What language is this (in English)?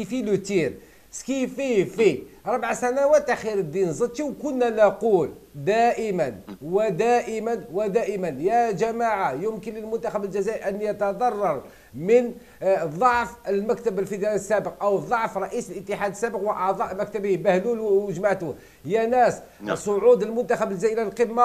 Algerian Arabic